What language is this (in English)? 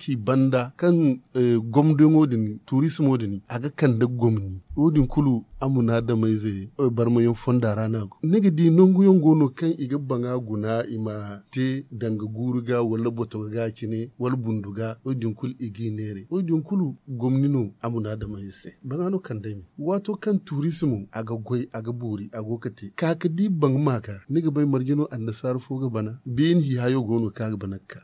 Zarma